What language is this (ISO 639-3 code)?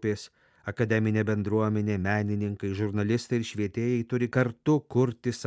lit